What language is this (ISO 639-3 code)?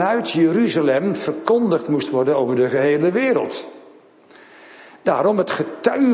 nld